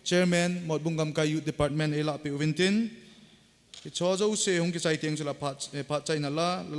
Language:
Thado Chin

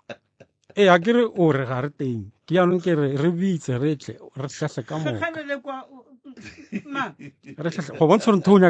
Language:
Northern Sotho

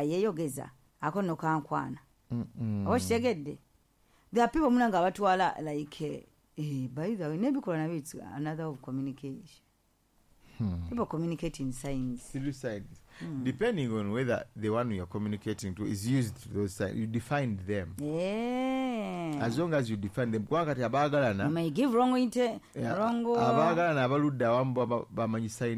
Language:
Ganda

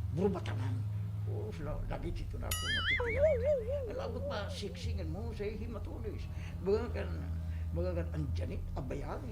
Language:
Waray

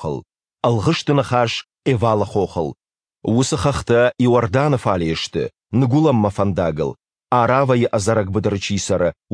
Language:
Ossetic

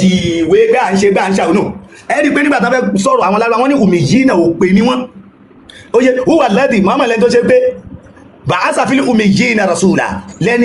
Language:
Yoruba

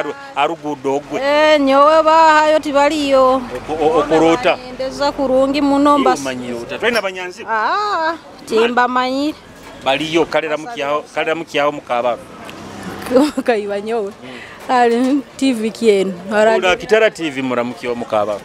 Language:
Nyoro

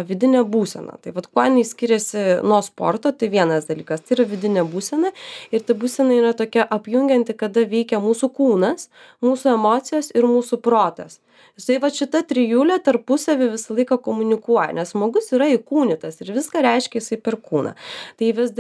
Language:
Lithuanian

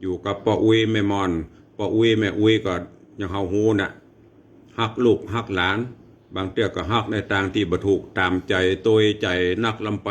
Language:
Northern Thai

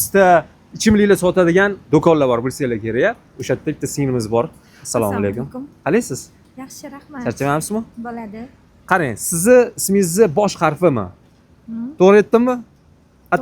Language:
Uzbek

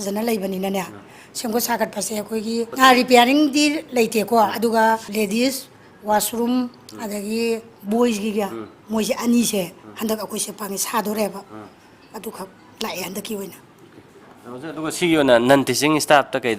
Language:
Manipuri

